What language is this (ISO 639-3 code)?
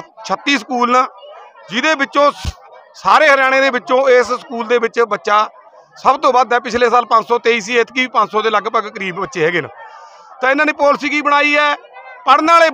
pan